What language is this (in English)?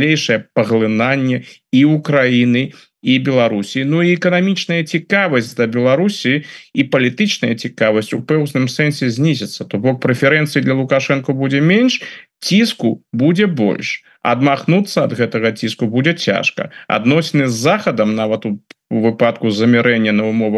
Belarusian